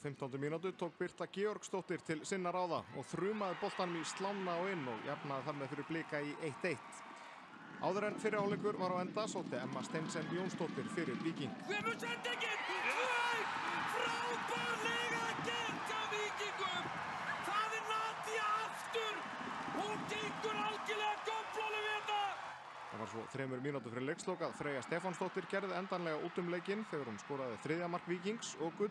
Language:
Icelandic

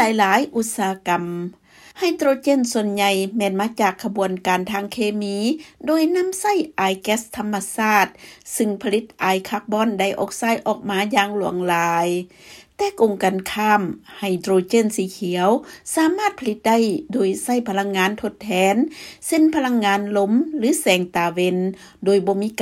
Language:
Lao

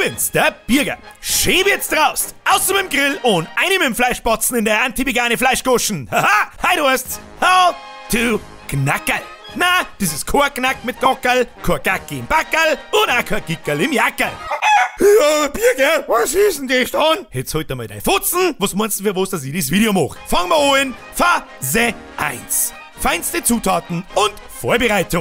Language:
Bavarian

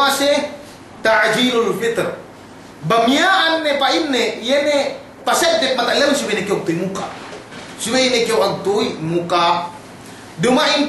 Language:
Yakan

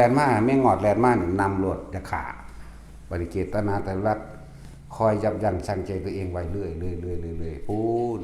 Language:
Northeastern Thai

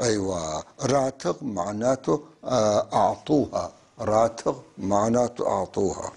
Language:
North Levantine Arabic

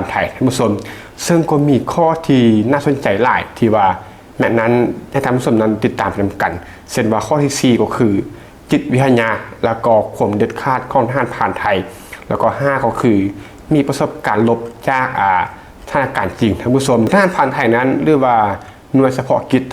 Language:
Lao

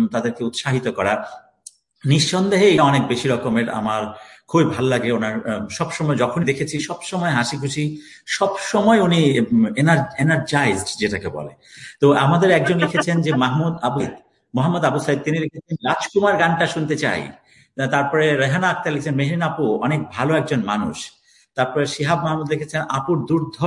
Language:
Bangla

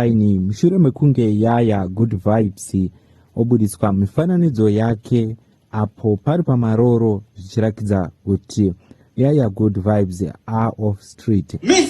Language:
Shona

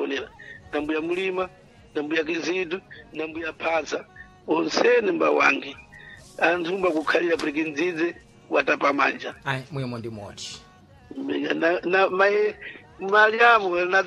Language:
Sena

